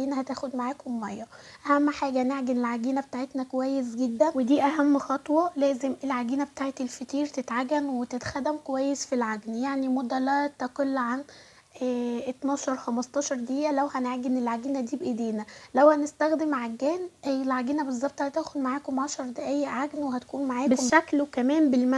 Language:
Egyptian Arabic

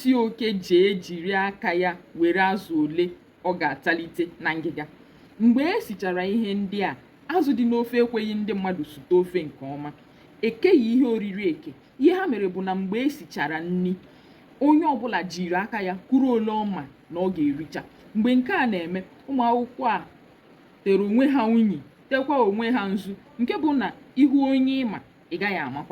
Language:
Igbo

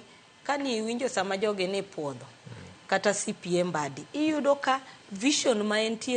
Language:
Luo (Kenya and Tanzania)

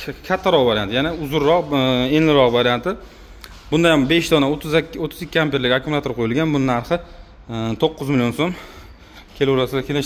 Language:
Uzbek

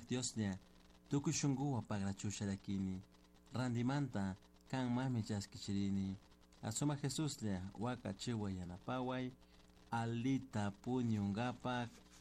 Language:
Chimborazo Highland Quichua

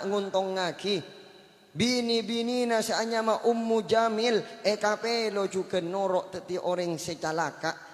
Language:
Madurese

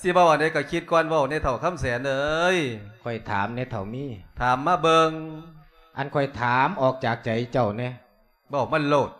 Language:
Lao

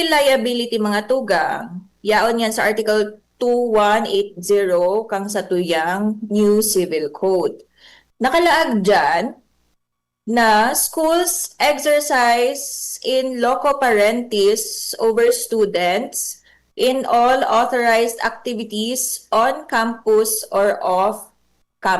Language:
Bikol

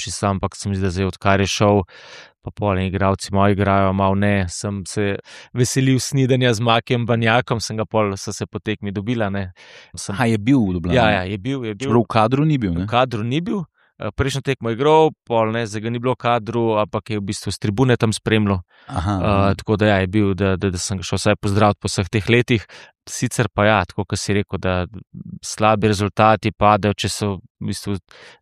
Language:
Slovenian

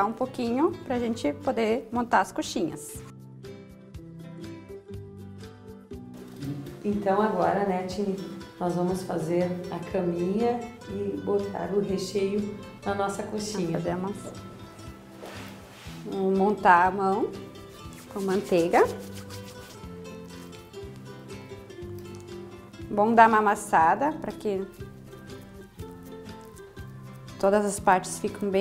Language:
Portuguese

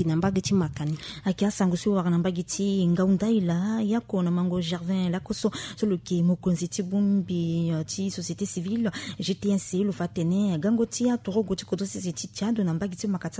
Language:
Sango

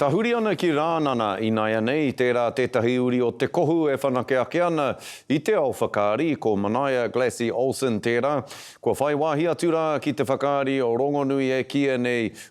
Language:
Māori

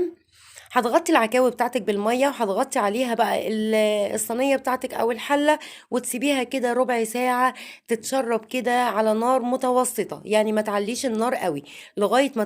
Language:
Egyptian Arabic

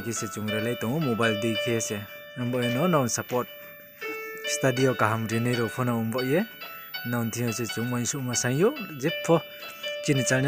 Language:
Riang (India)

